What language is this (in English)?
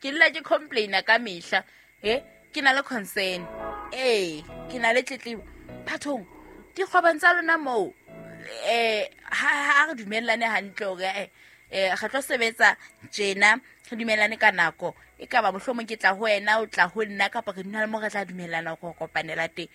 Southern Sotho